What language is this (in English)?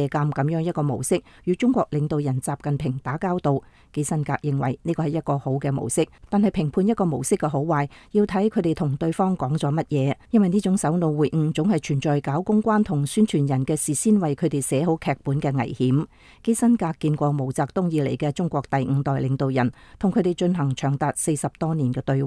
Cantonese